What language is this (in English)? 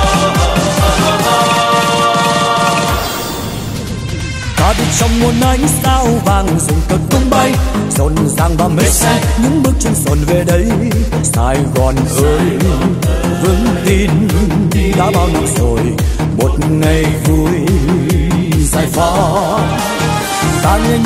Vietnamese